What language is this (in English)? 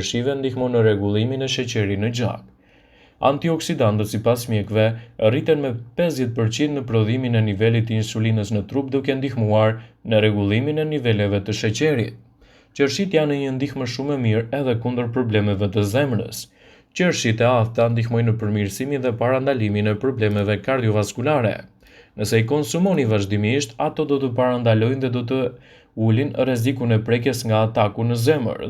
Albanian